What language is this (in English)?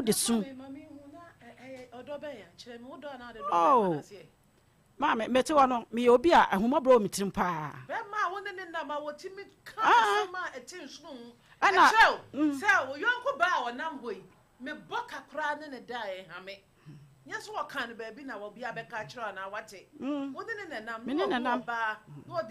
Akan